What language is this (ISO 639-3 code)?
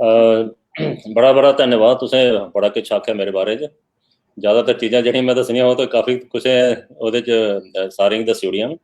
doi